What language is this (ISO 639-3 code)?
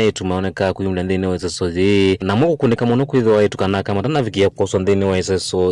kam